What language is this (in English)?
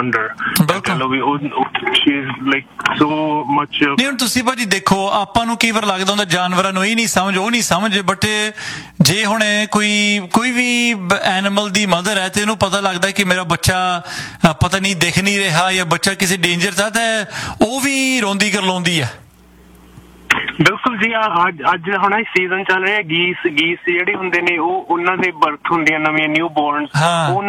Punjabi